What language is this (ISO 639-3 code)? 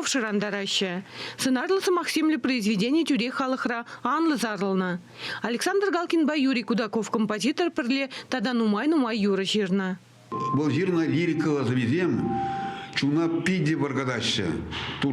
chv